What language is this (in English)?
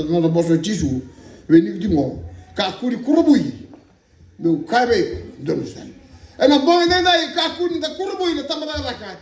Fijian